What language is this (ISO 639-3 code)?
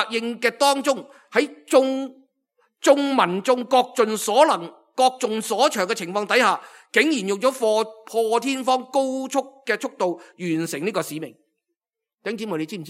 yue